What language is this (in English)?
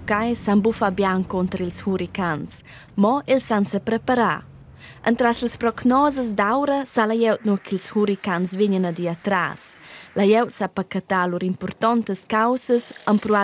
Romansh